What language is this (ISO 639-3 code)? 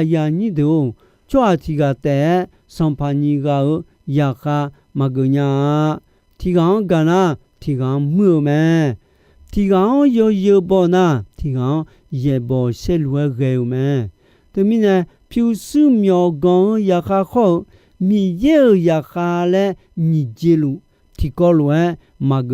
ahk